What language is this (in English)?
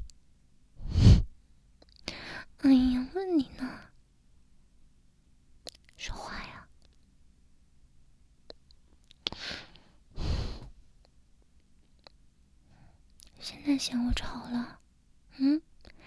Chinese